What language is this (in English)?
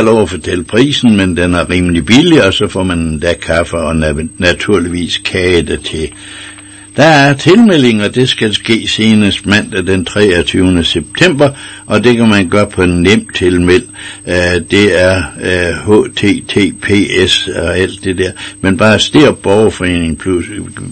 Danish